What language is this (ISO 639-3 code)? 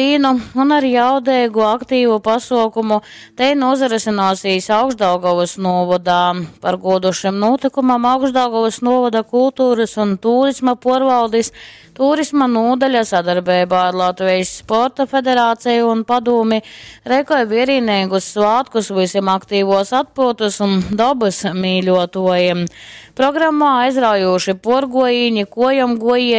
ltg